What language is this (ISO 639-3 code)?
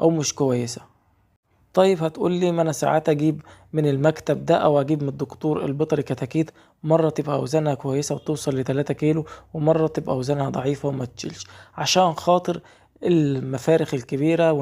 arz